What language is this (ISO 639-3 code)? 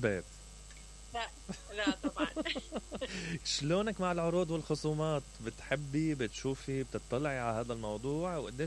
acm